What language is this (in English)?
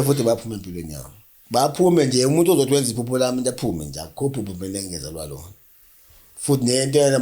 Zulu